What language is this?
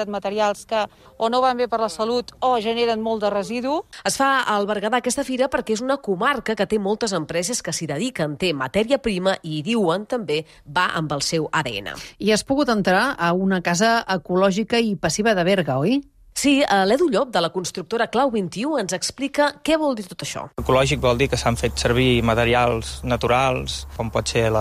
Catalan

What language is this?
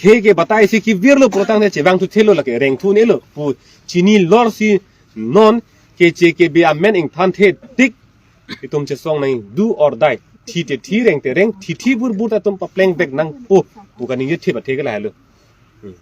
Karbi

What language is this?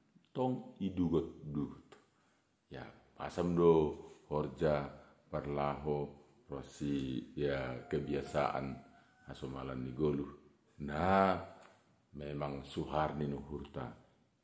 Batak Simalungun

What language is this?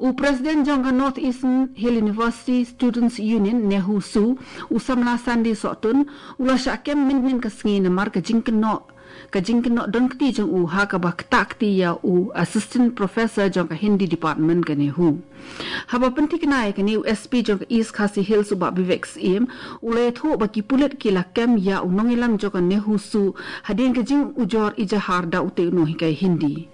Khasi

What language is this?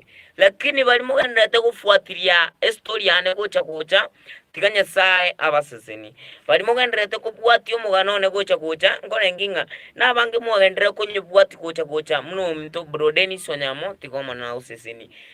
Gusii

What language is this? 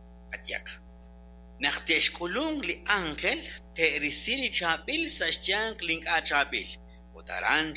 Kekchí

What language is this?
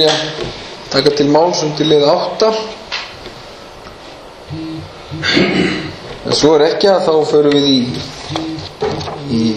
Icelandic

